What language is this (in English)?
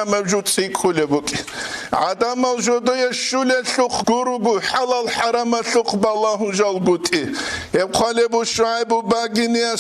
Avaric